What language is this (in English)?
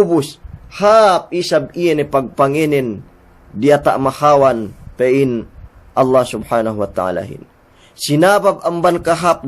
Yakan